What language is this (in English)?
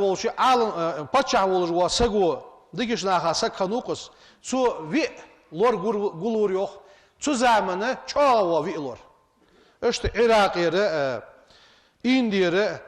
Ingush